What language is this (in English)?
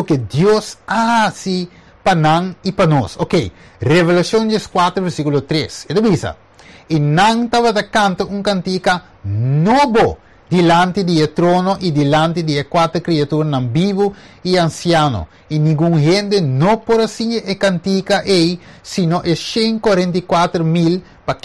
Papiamento